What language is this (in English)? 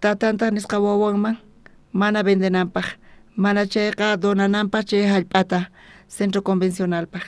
South Bolivian Quechua